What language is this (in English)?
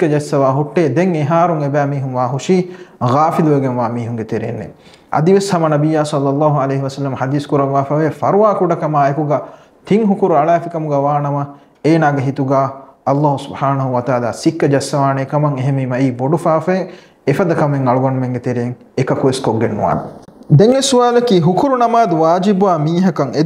Divehi